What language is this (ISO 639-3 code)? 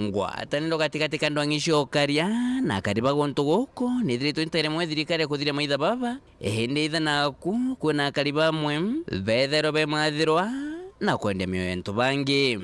mer